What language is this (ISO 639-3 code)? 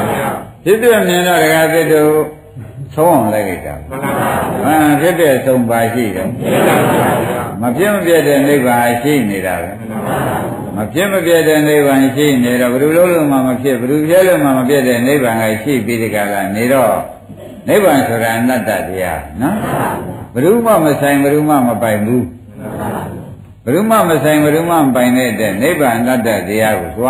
mya